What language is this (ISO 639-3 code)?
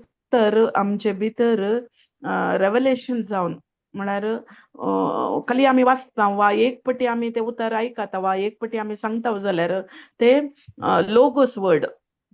kok